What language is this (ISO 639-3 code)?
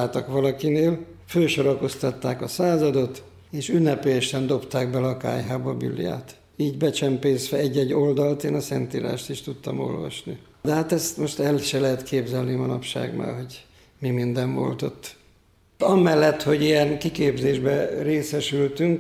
hun